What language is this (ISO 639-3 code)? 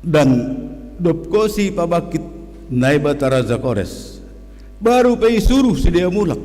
bts